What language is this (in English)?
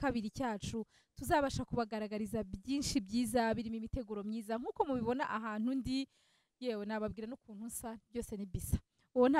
Kinyarwanda